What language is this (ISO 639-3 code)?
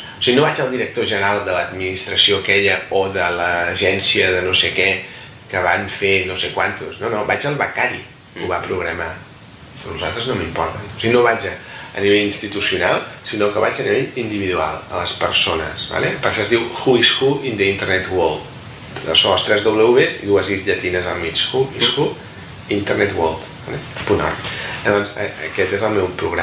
cat